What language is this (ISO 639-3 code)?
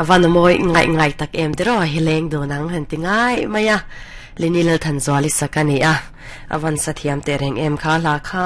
lus